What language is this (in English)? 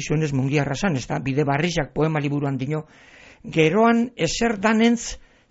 Basque